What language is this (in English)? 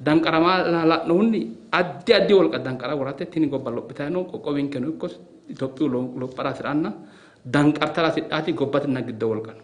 Sidamo